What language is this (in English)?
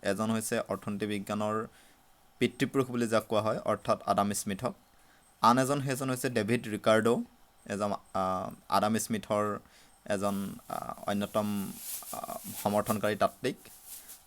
Assamese